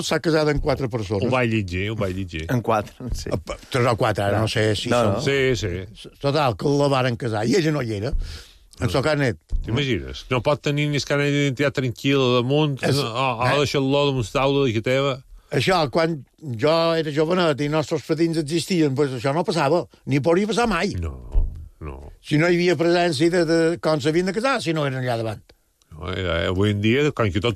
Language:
Catalan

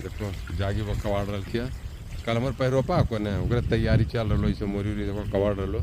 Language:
Magahi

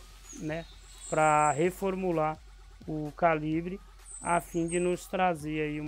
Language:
Portuguese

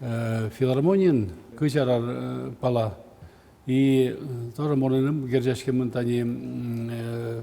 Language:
Udmurt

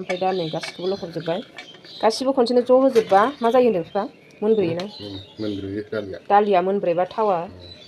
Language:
Bodo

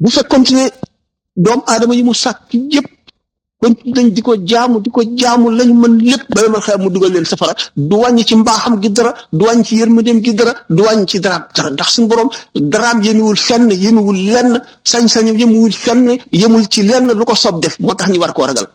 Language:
Wolof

